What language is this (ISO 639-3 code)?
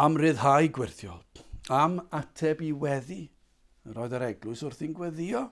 cym